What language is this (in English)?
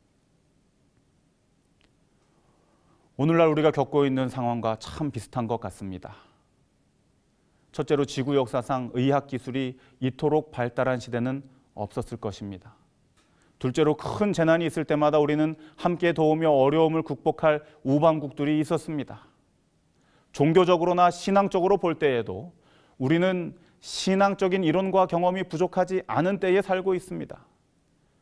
Korean